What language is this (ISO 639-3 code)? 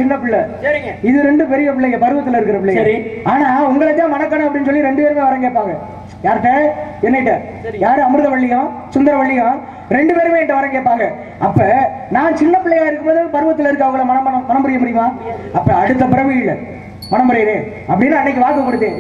tam